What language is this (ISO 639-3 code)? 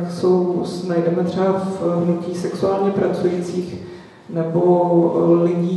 ces